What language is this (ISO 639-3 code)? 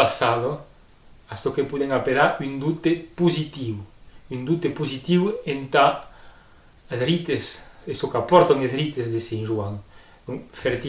oci